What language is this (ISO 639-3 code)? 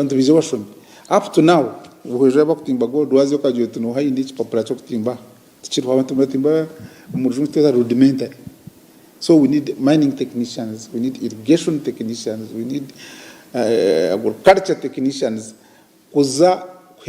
nyn